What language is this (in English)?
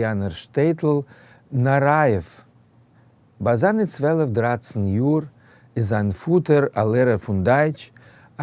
Yiddish